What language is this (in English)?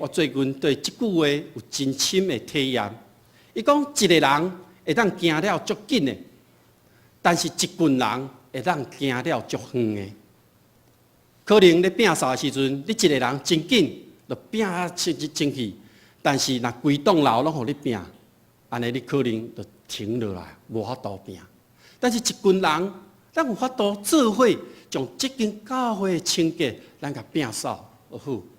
Min Nan Chinese